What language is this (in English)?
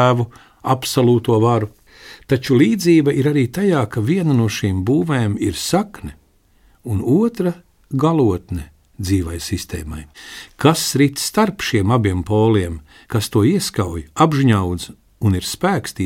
Latvian